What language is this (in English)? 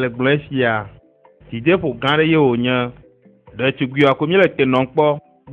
Ewe